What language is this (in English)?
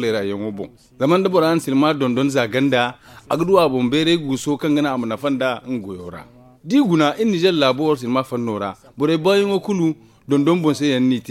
Zarma